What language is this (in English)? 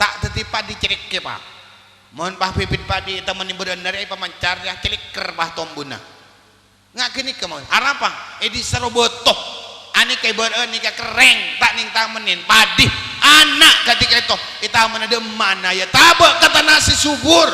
Madurese